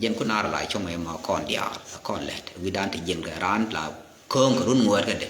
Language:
Nuer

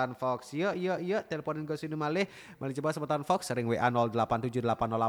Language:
Balinese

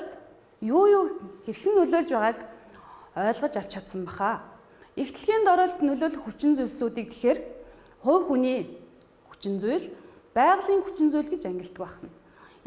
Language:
Mongolian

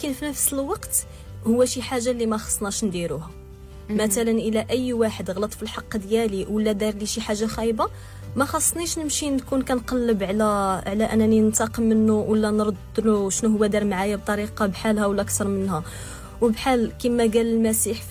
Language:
Moroccan Arabic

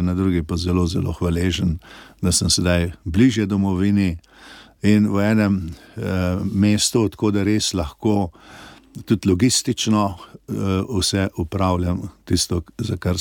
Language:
Slovenian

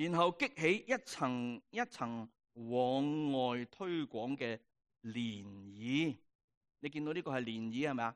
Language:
Cantonese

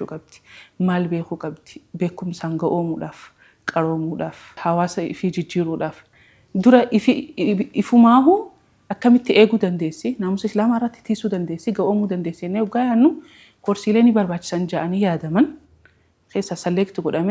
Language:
Oromo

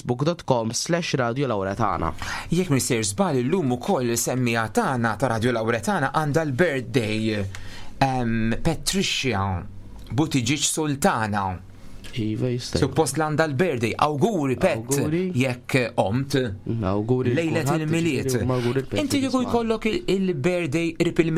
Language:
Maltese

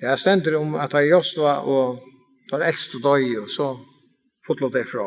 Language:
Faroese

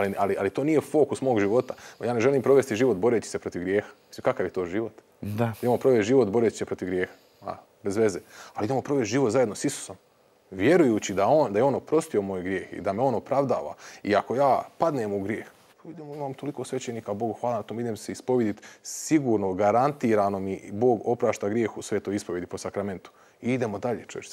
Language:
Croatian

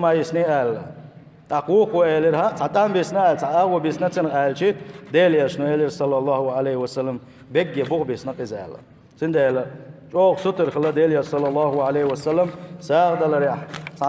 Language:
Chechen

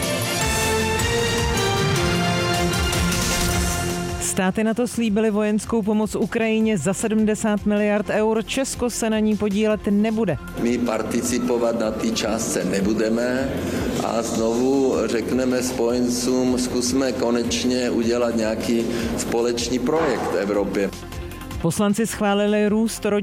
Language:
Czech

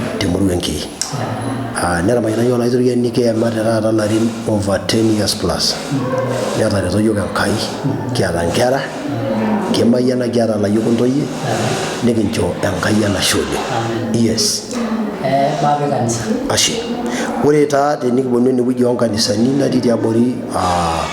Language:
Masai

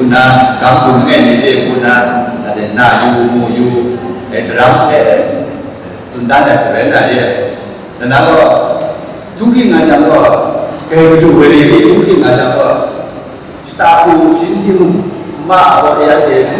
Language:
Kachin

